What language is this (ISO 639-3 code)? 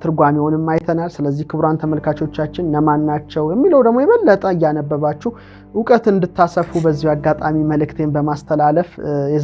amh